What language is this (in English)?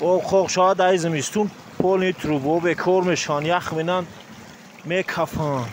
Tajik